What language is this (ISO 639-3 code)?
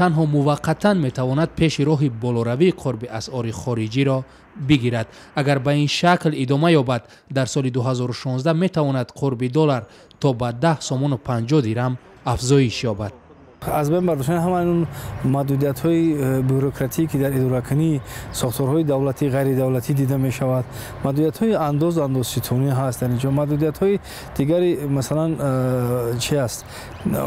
tgk